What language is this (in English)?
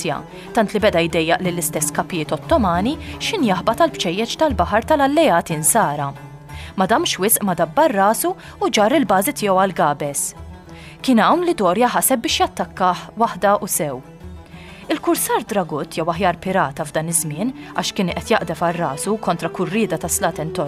Maltese